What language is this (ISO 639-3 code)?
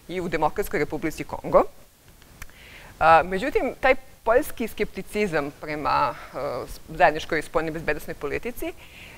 srp